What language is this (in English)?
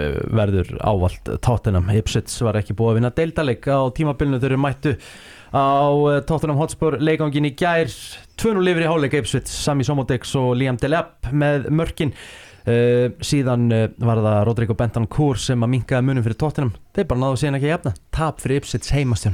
Icelandic